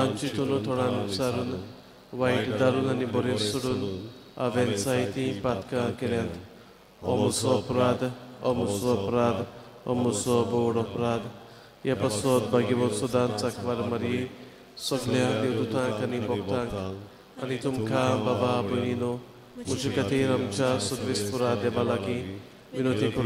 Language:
Konkani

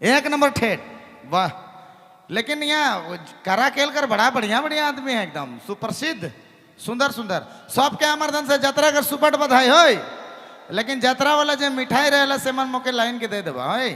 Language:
Sadri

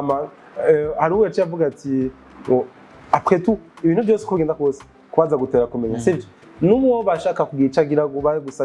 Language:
Rundi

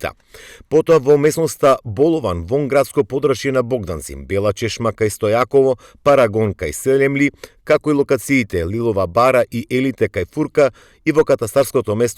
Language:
Macedonian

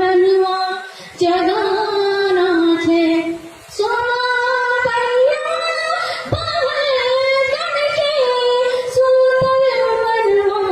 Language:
Angika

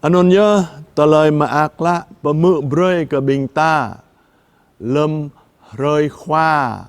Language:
Jarai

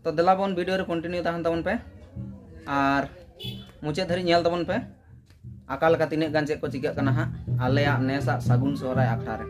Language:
Santali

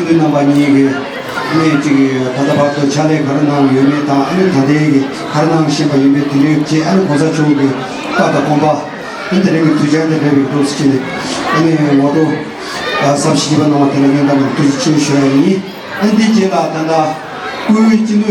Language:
Tibetan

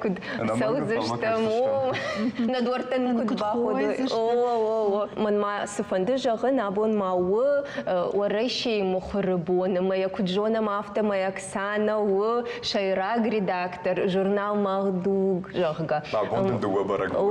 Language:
Ossetic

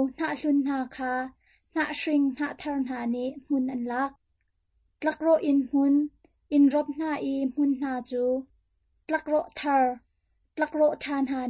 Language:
Hakha Chin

